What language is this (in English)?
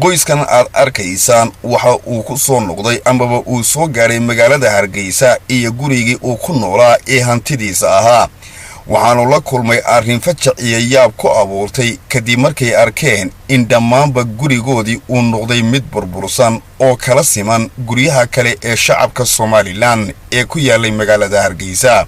Somali